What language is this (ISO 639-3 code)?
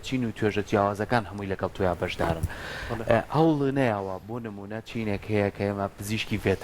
ckb